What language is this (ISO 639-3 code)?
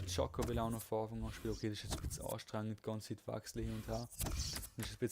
gsw